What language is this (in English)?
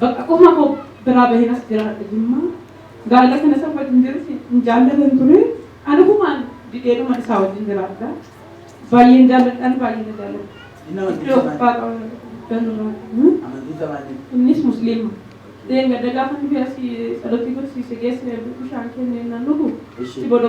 Oromo